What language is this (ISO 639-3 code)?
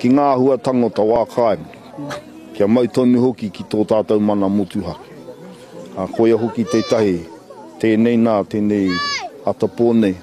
mri